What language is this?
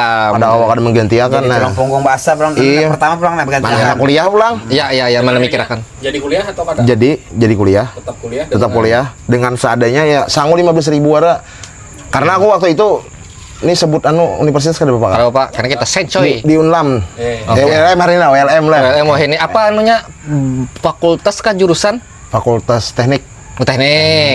Banjar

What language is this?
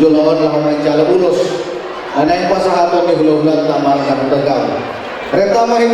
Batak Toba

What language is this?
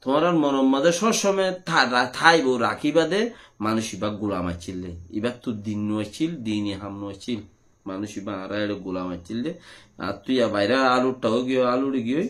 Rohingya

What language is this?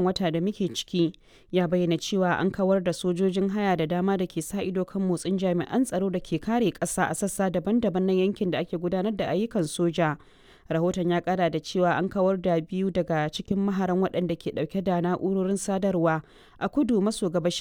Hausa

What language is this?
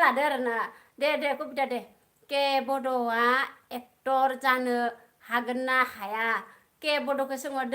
Bodo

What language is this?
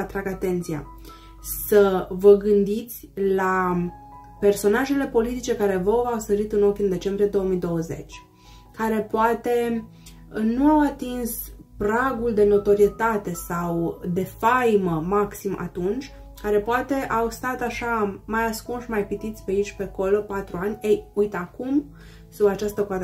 Romanian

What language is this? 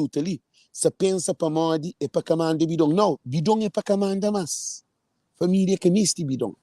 Kabuverdianu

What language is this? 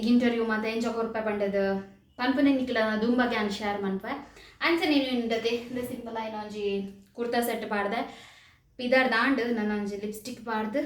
Tulu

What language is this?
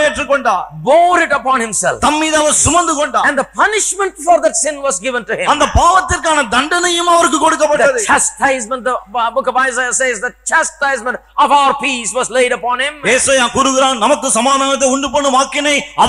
Tamil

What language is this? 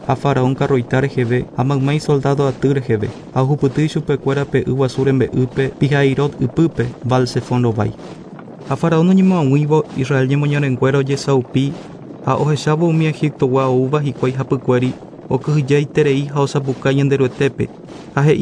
Guarani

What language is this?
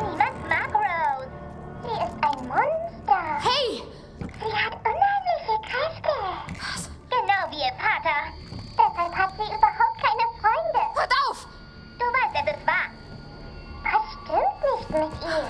Bavarian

